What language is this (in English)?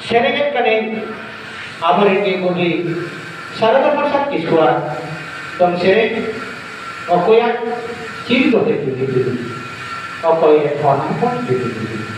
Santali